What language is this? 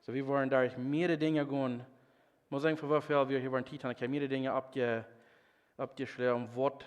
Plautdietsch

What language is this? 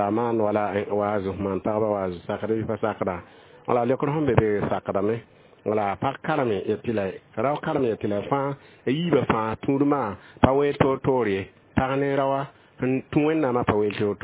Mossi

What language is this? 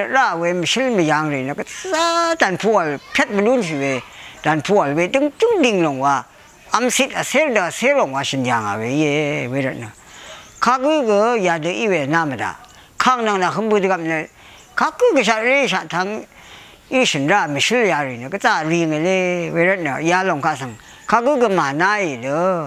Rawang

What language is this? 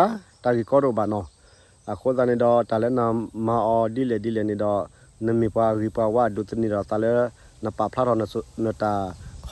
S'gaw Karen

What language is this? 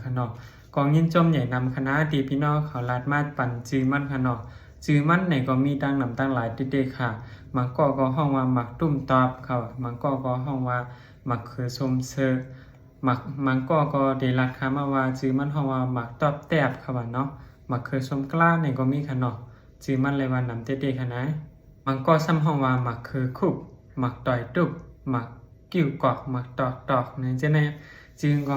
Shan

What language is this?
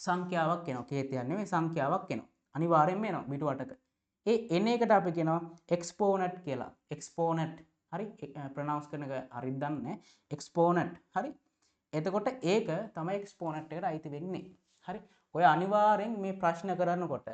Sinhala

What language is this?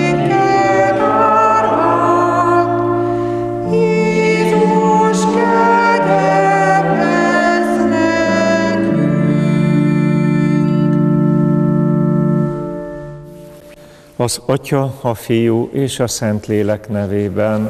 Hungarian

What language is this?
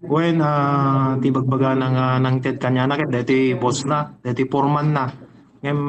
Iloko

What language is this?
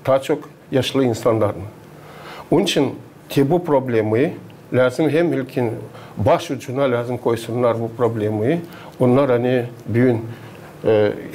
Gagauz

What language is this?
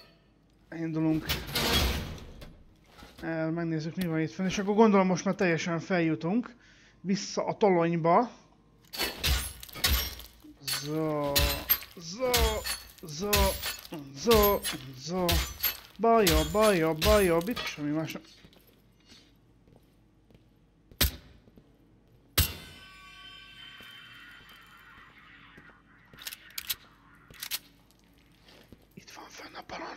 Hungarian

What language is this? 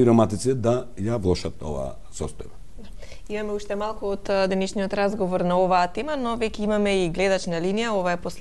Macedonian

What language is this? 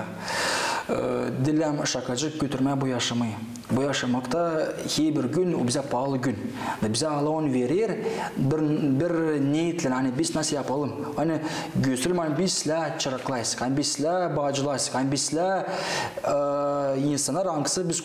Gagauz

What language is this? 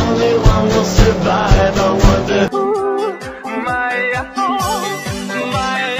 English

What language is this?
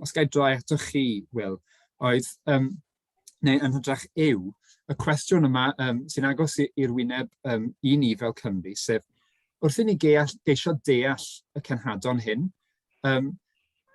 Welsh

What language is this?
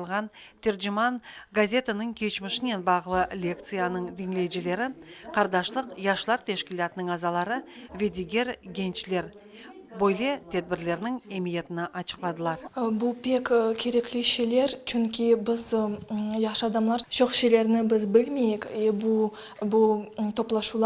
Crimean Tatar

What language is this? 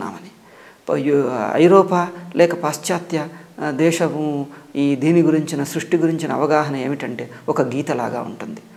Telugu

